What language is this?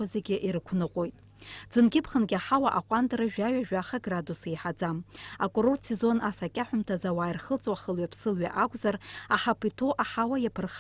Abkhazian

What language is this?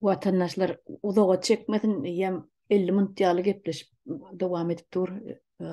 Turkmen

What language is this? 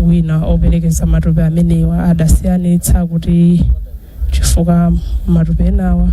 Nyanja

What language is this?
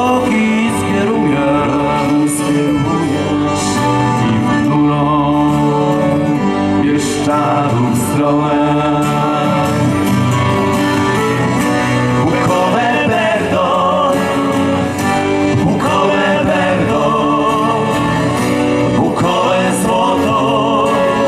Polish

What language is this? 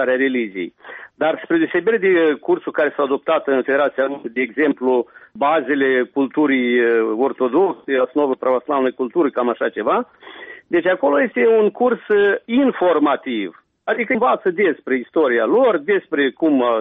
Romanian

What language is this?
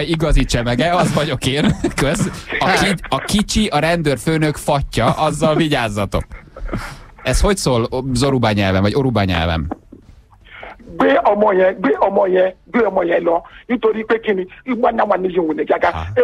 Hungarian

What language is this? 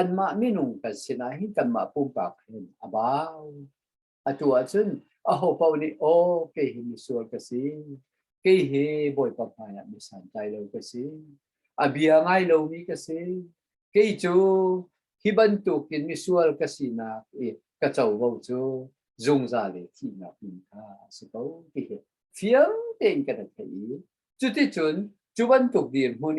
Hakha Chin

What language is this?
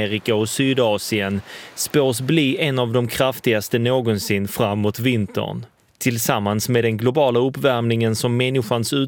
Swedish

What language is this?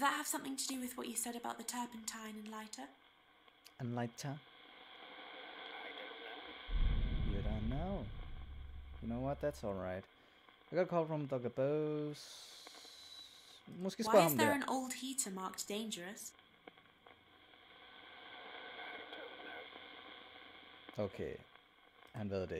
Danish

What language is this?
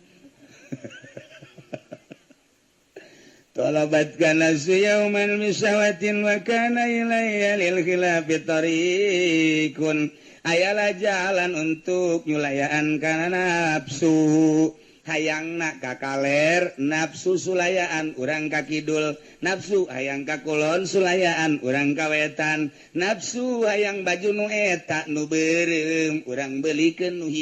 Sundanese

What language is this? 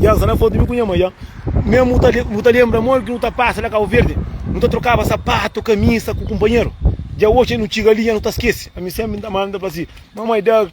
Kabuverdianu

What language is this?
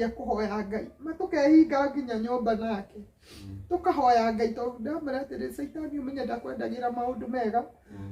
Kikuyu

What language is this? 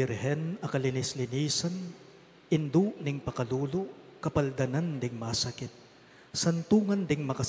Pampanga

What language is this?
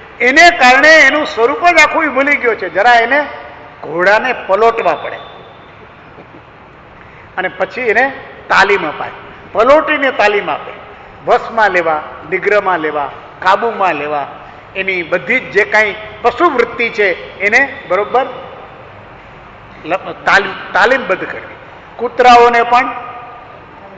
Gujarati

